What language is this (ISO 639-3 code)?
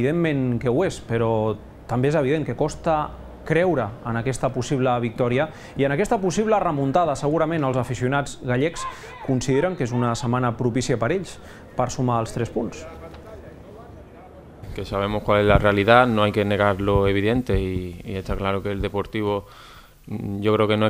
cat